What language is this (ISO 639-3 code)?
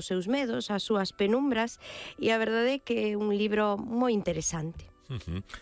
glg